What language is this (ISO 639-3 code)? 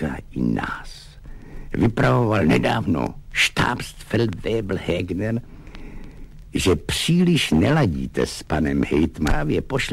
ces